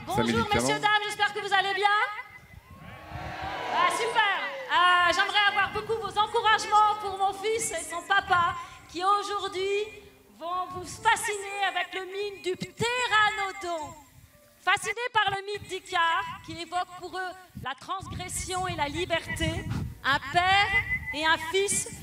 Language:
French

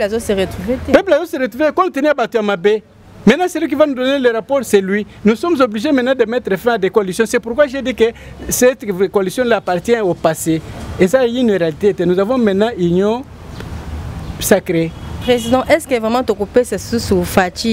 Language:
French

